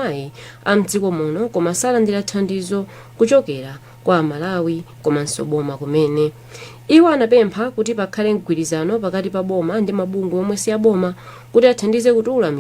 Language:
Nyanja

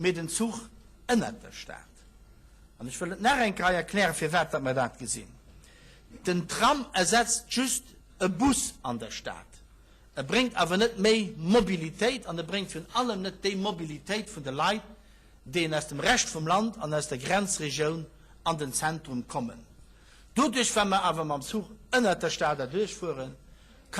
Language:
Luxembourgish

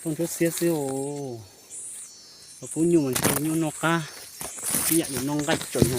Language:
Hmong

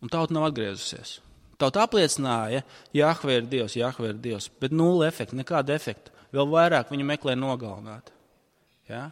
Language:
Latvian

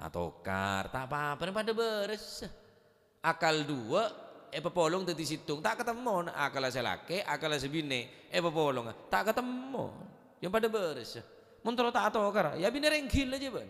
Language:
Madurese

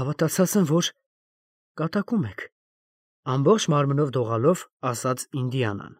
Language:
Armenian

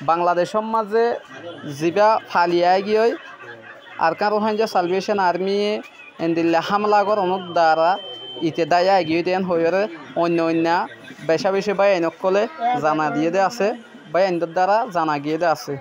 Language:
Rohingya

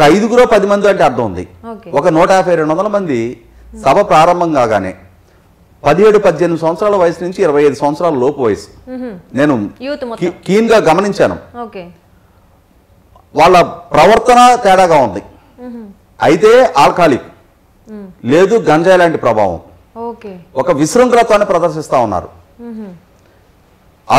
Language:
Telugu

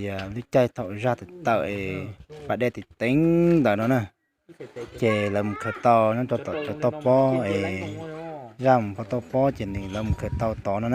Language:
Hmong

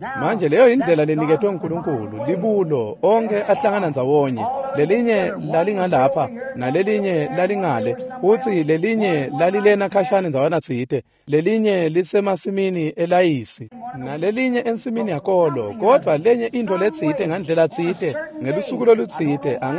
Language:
Swati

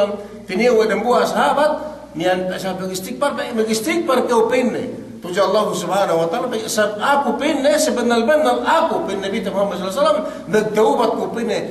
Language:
Yakan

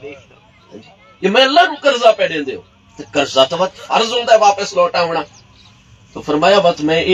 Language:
Saraiki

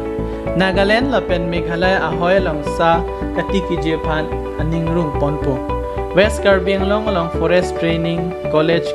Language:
Karbi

